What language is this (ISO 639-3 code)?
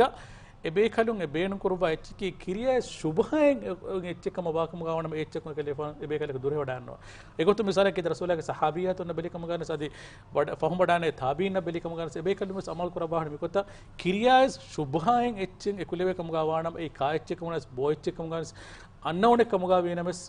div